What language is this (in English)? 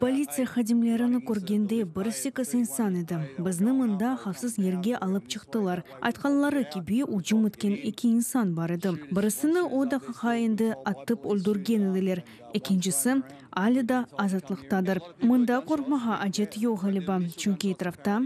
Crimean Tatar